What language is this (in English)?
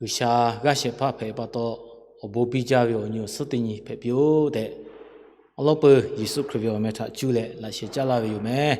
Lahu